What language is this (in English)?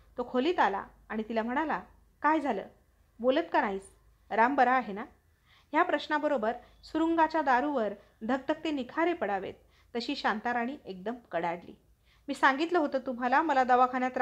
Marathi